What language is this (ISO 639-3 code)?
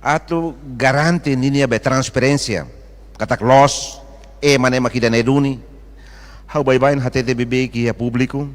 tet